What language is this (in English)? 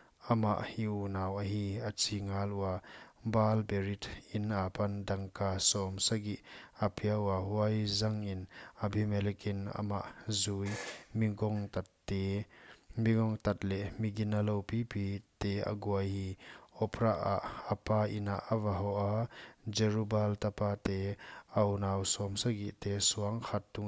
Paite Chin